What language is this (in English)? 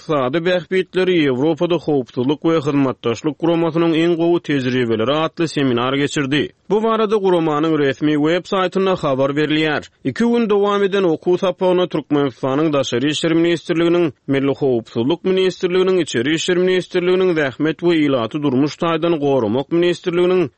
Turkmen